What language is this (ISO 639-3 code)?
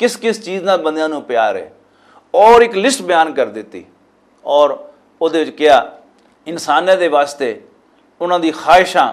lah